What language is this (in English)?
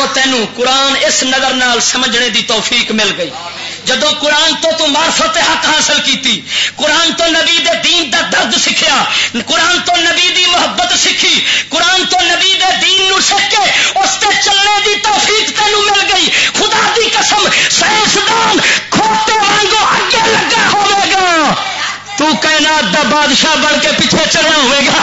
Western Panjabi